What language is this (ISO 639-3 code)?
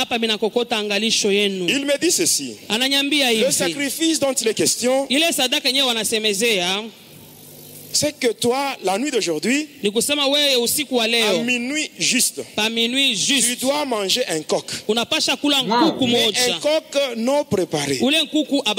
swa